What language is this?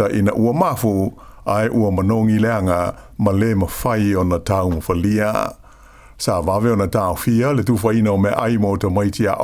Samoan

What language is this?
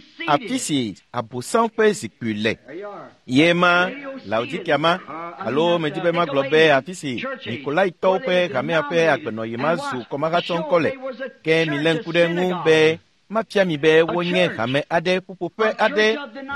Ewe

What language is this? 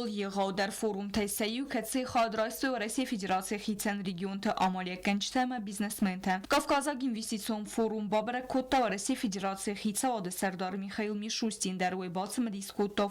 Ossetic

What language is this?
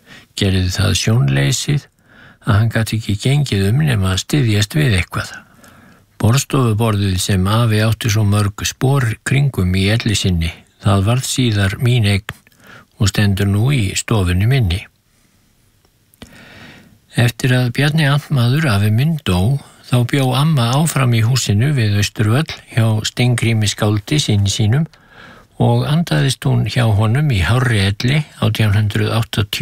Icelandic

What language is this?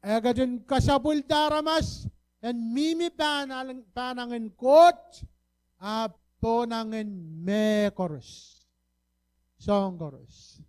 Pohnpeian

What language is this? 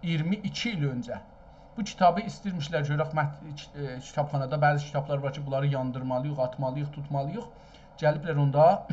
South Azerbaijani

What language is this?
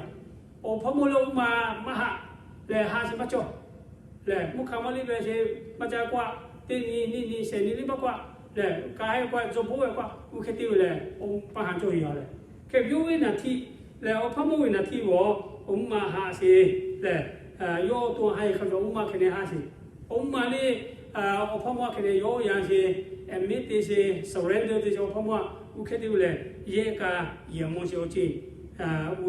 Lahu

